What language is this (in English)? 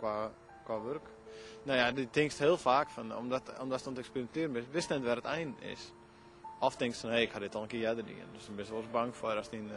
Western Frisian